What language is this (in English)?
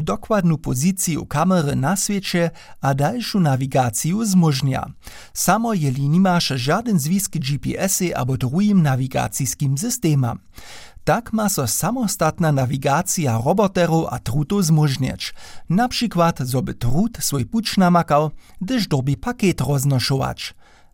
Upper Sorbian